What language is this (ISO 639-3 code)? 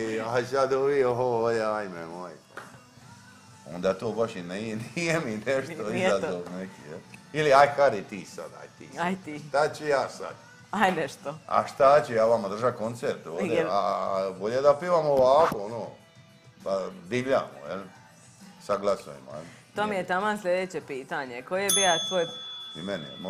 hrv